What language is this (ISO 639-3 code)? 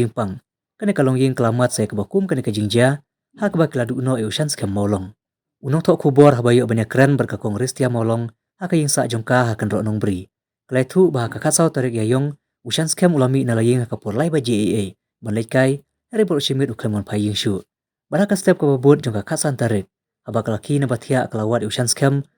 kha